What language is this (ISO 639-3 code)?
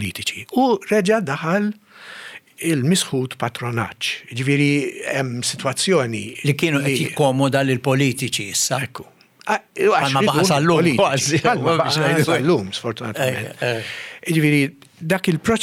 mlt